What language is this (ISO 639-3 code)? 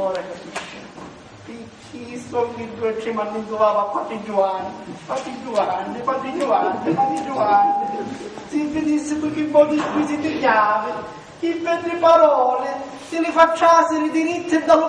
scn